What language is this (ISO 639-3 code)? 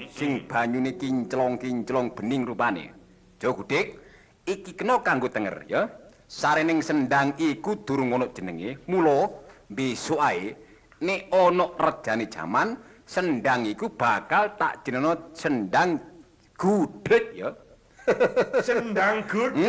jav